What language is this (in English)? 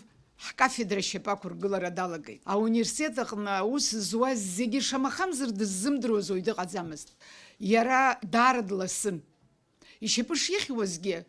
Abkhazian